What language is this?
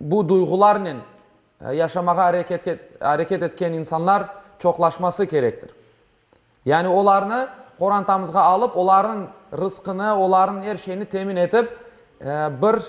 Crimean Tatar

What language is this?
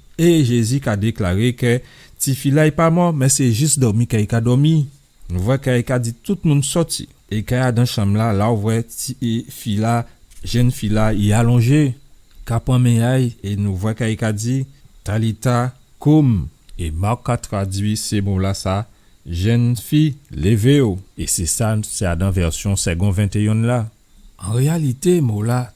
Guadeloupean Creole French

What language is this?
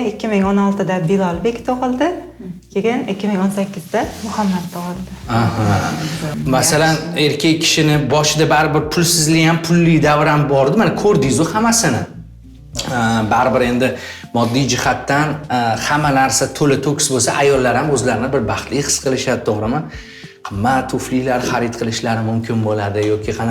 Uzbek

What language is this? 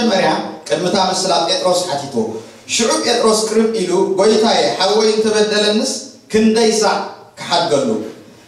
Tigrinya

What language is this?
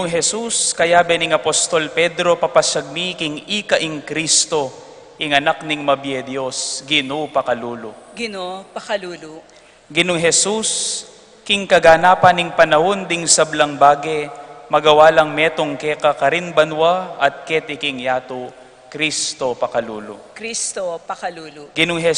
Pampanga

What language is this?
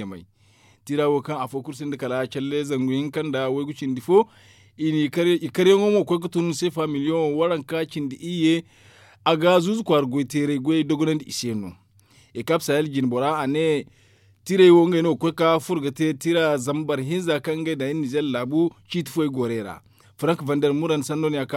Zarma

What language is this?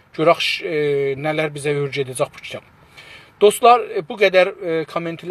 South Azerbaijani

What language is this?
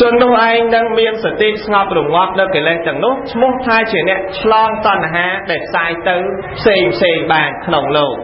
Khmer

